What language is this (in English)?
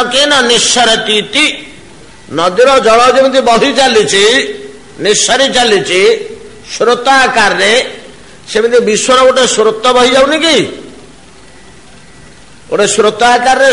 Odia